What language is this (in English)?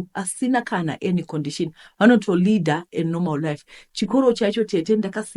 Shona